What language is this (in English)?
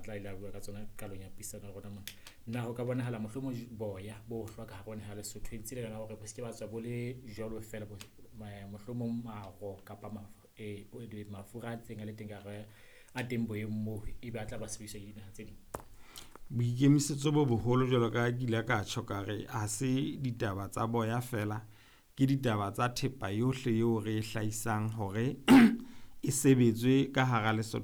Southern Sotho